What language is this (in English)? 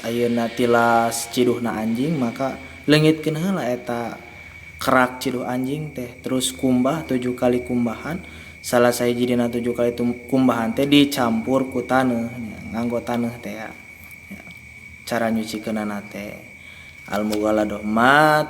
Sundanese